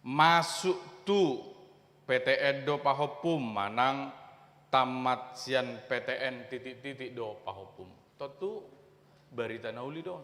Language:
Batak Toba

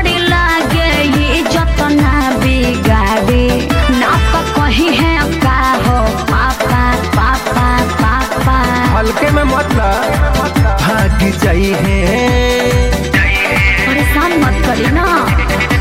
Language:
Bhojpuri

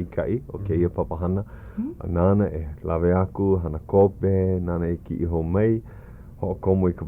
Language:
Hawaiian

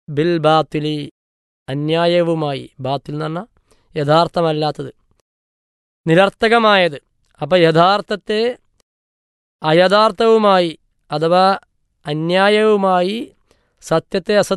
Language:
Malayalam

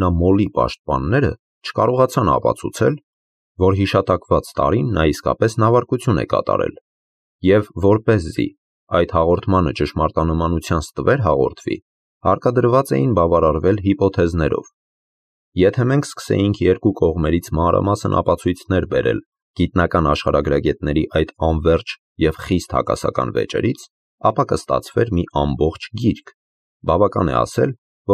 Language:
Armenian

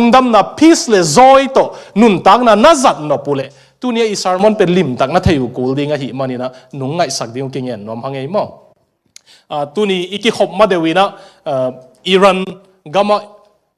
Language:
Tedim Chin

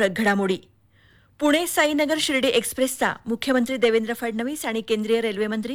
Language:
Marathi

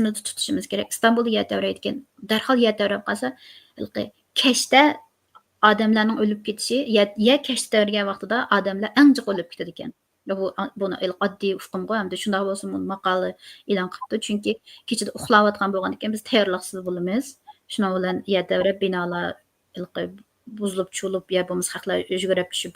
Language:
Uyghur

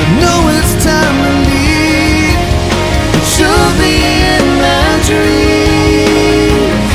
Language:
Hakha Chin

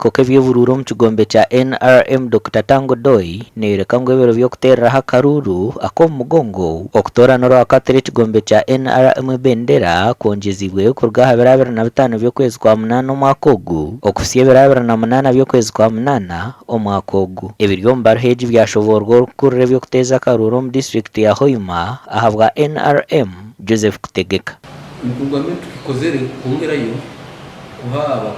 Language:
Nyankole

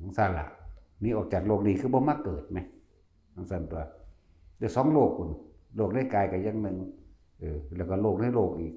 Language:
Northeastern Thai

